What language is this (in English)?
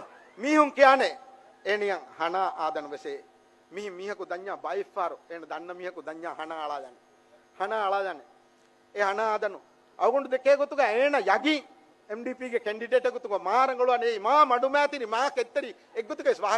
Divehi